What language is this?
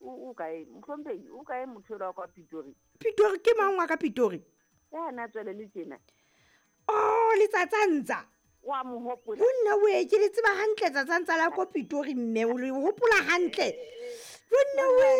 Southern Sotho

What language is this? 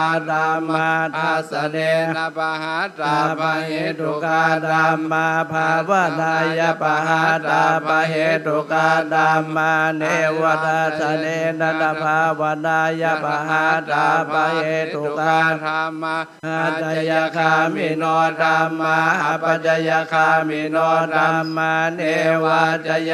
Pali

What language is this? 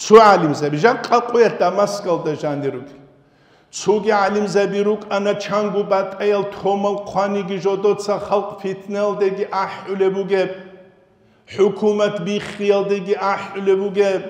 Avaric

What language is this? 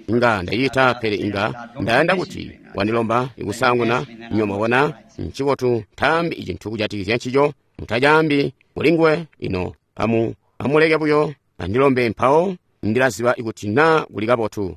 Tonga (Zambia)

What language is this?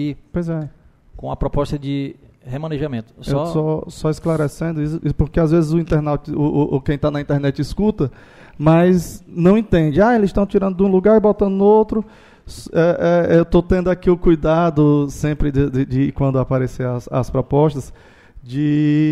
Portuguese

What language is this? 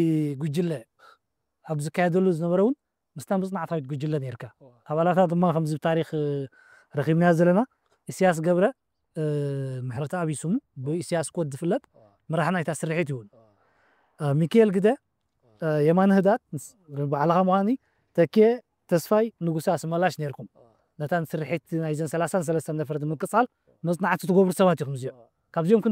Tigrinya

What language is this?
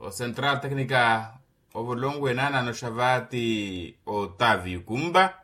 Makhuwa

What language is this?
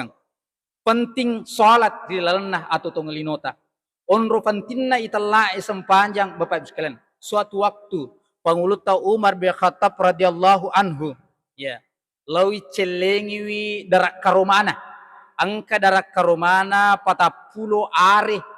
Buginese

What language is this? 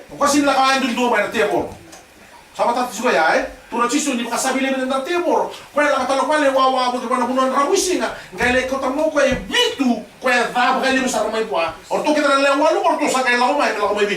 Fijian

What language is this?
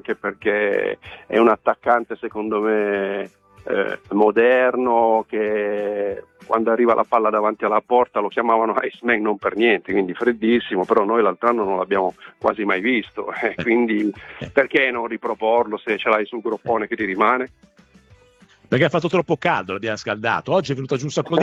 Italian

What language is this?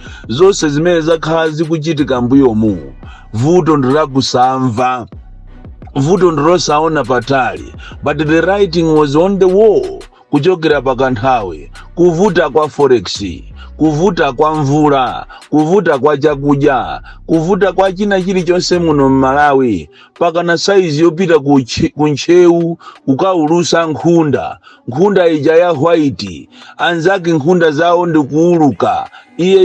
Nyanja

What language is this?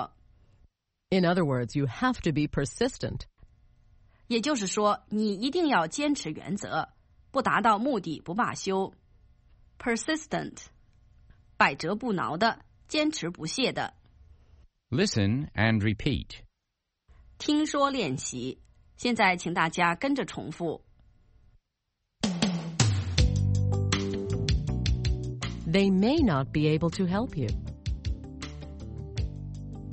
Chinese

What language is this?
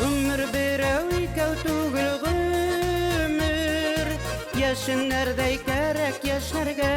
Bashkir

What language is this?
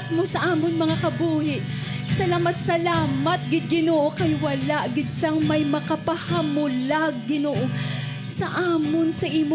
Hiligaynon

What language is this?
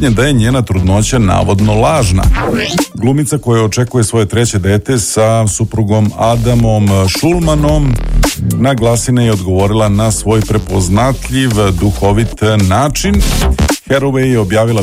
Serbian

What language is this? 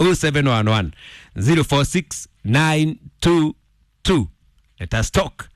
Kikuyu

